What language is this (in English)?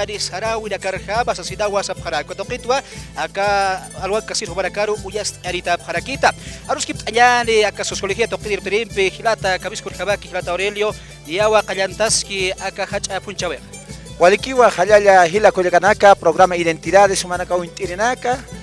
Aymara